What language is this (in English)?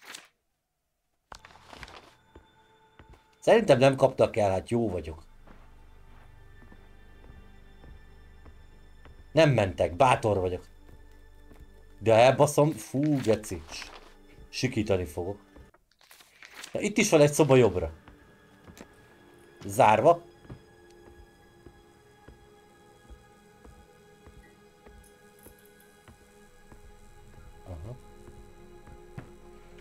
Hungarian